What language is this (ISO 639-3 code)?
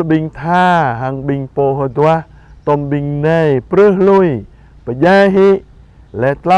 jra